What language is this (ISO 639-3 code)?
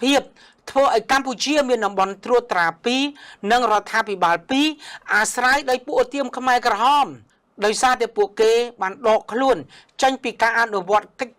khm